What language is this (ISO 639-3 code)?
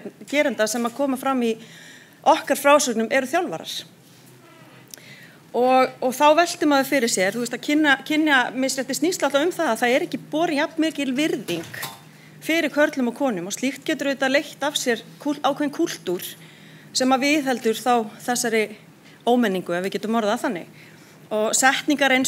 isl